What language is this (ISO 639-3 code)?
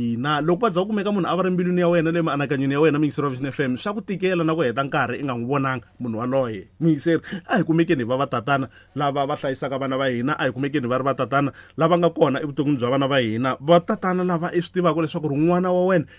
tso